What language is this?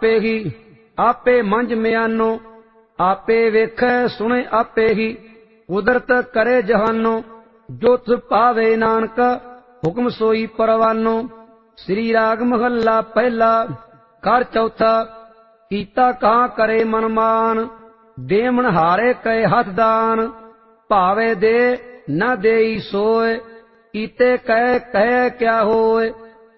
Punjabi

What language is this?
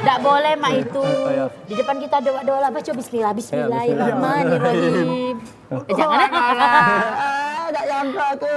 Musi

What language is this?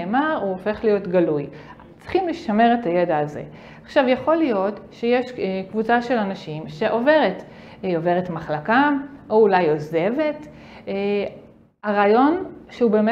Hebrew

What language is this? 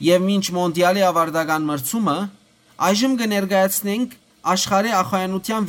Western Armenian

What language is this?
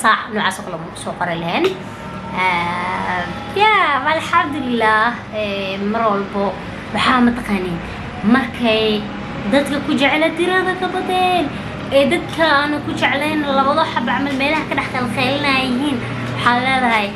Somali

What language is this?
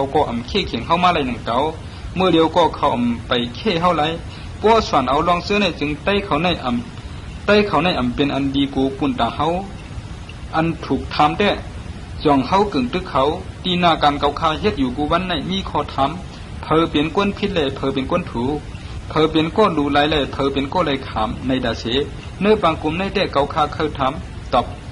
Shan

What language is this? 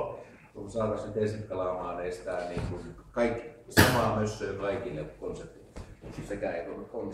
Finnish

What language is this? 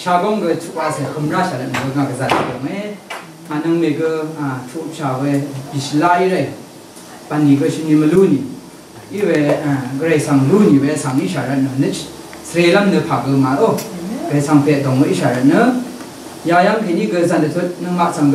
Rawang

